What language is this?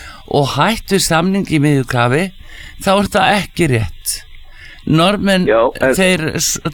Icelandic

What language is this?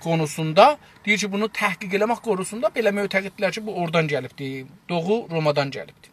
South Azerbaijani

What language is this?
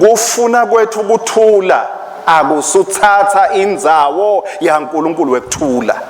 Swati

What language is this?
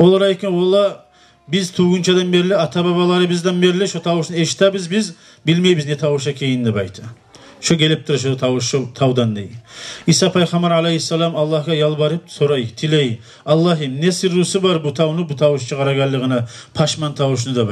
Kumyk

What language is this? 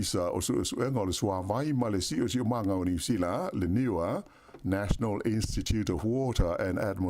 Samoan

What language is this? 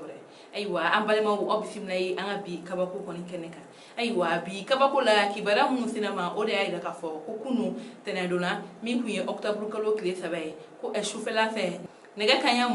Bambara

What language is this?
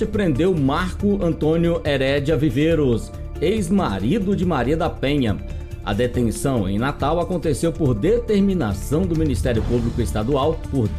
Portuguese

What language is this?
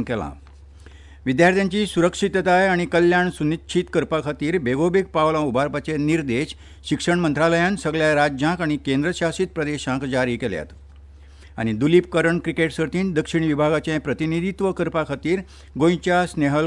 Konkani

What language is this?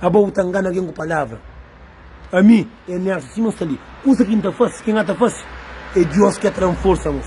Kabuverdianu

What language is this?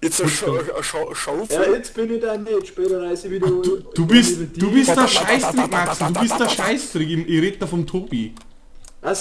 Bavarian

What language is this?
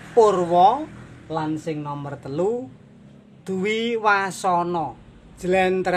Javanese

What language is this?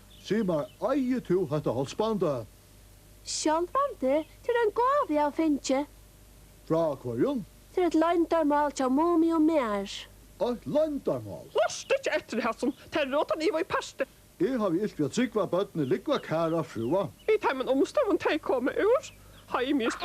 Faroese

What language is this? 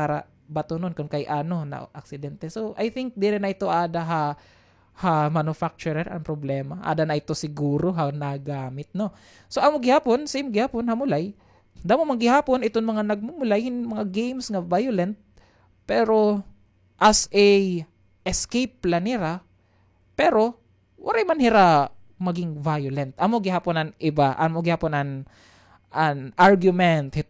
Waray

